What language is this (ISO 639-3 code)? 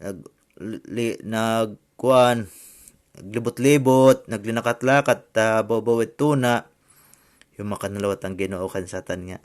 war